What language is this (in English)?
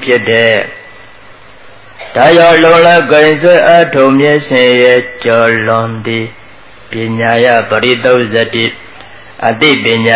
Burmese